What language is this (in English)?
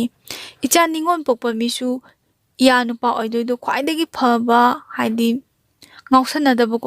Manipuri